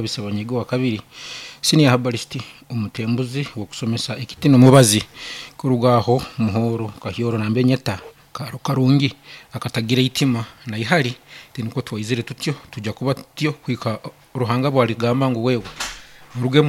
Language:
Nyankole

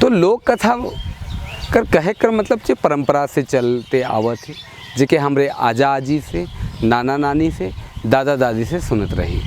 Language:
Sadri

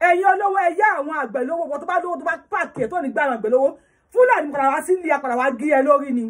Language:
Yoruba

